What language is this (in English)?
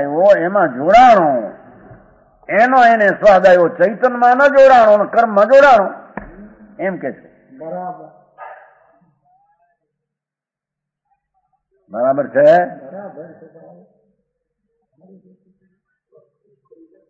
Gujarati